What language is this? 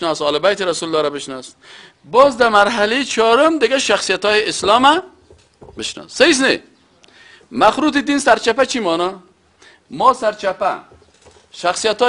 Persian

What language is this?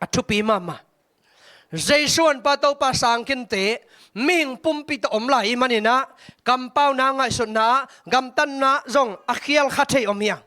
Tedim Chin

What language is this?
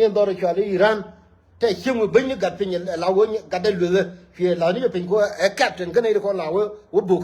Nuer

